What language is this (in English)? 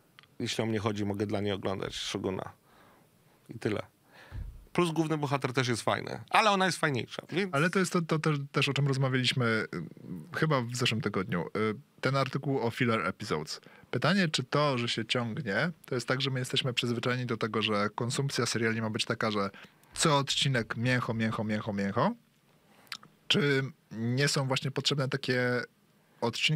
Polish